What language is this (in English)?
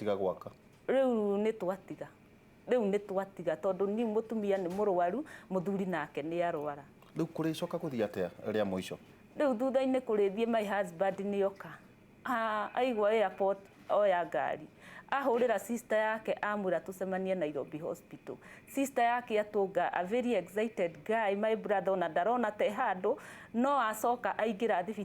Kikuyu